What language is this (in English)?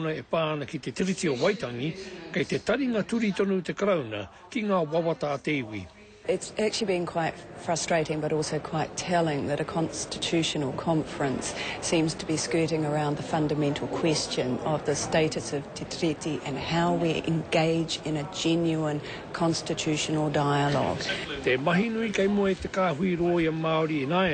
Māori